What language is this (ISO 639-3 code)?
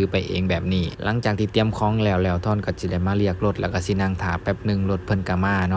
lao